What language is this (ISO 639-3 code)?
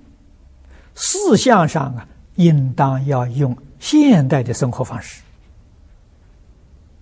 zho